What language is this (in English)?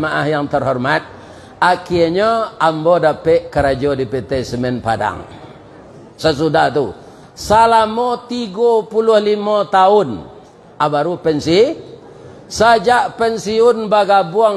Minangkabau